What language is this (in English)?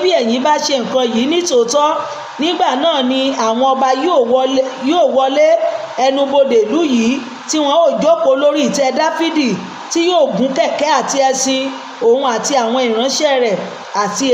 Yoruba